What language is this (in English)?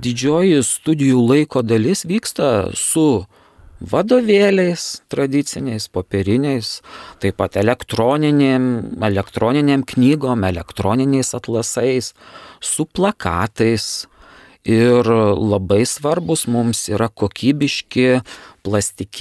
Lithuanian